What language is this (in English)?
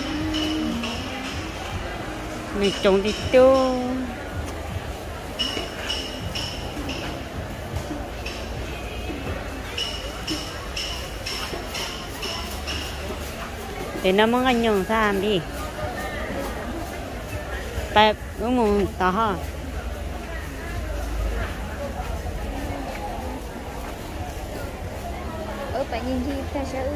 Vietnamese